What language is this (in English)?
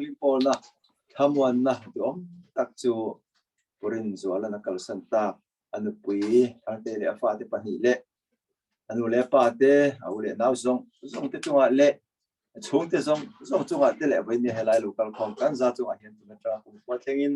Mizo